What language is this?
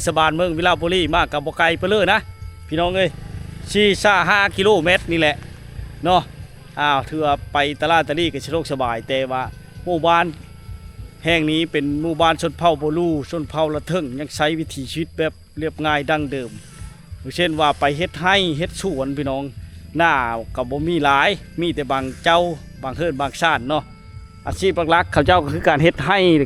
Lao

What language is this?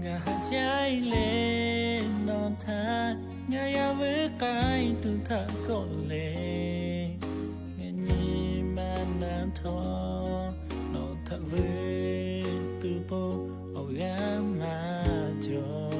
Lahu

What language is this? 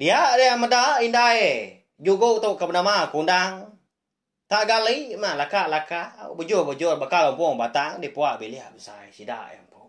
Iban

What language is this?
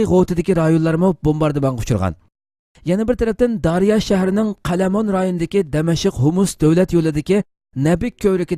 Uyghur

